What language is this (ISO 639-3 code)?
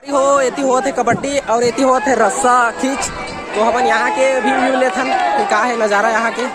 hne